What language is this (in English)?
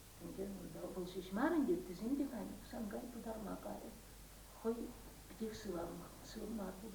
Chuvash